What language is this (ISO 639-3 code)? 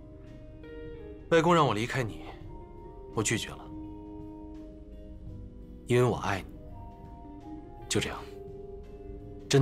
zho